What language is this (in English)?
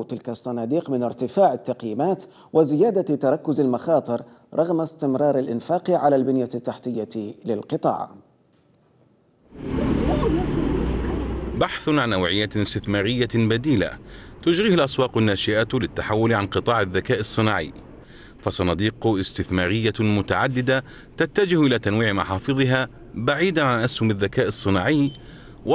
Arabic